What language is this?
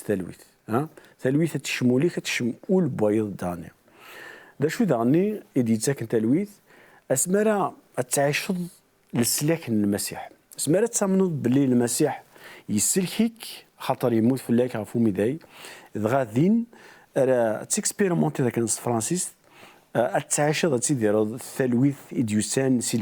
Kabyle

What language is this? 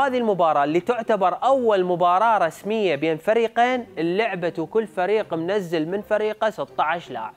Mesopotamian Arabic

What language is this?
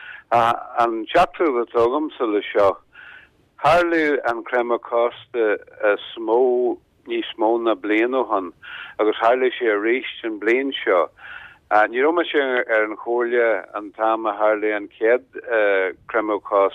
Irish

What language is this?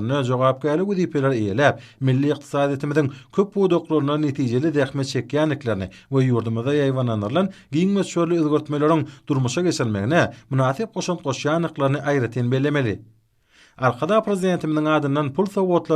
Turkmen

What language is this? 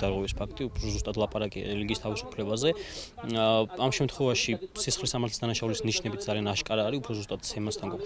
Georgian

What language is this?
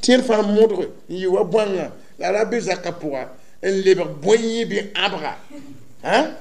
Mossi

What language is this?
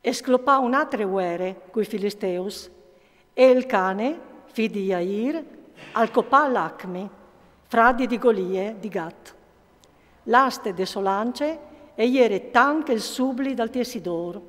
Friulian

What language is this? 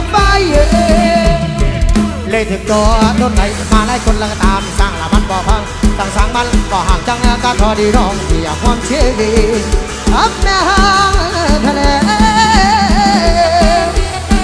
Northeastern Thai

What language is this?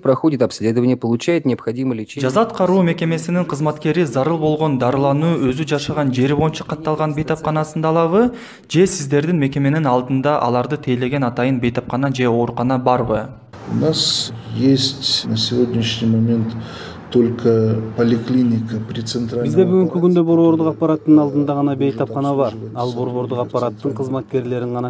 Kyrgyz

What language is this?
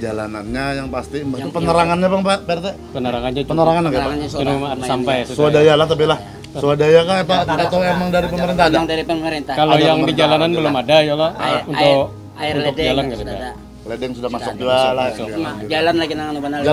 Banjar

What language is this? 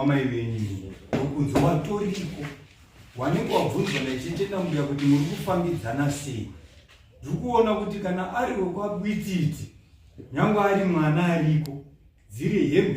Shona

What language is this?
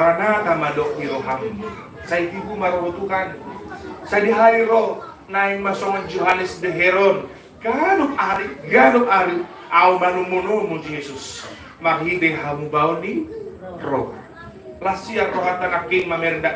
Batak Toba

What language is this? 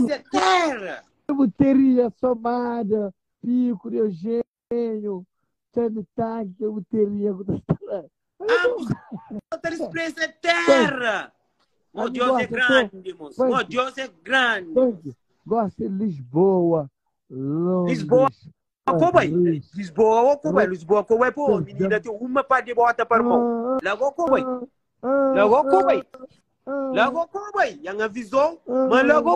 Kabuverdianu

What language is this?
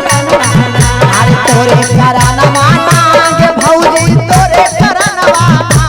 Magahi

